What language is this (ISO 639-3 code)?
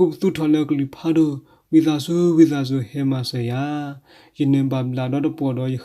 ksw